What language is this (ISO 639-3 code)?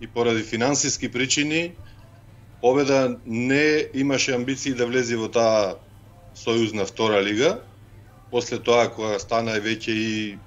mkd